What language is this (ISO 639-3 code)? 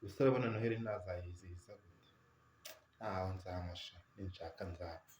kin